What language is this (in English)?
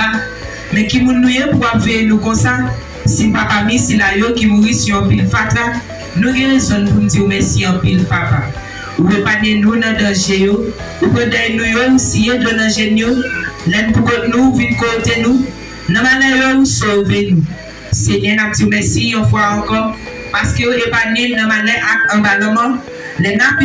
Haitian Creole